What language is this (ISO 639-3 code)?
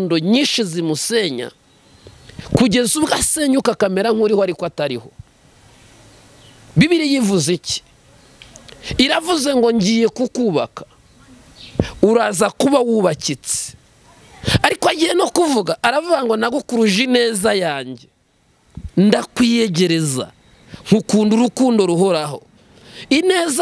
kin